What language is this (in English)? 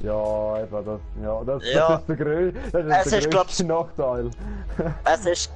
Swiss German